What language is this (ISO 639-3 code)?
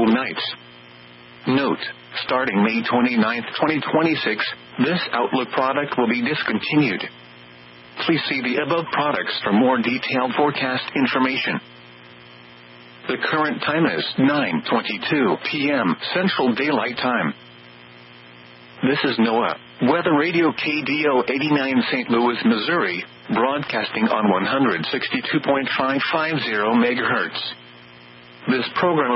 eng